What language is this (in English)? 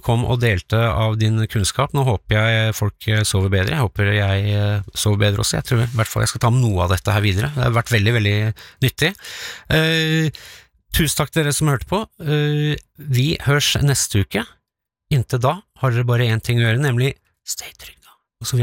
Norwegian